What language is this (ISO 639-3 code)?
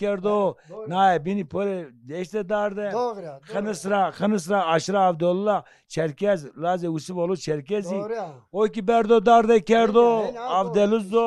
zza